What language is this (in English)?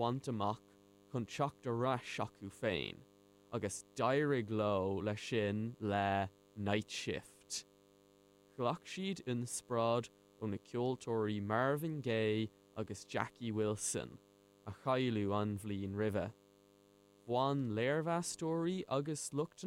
Irish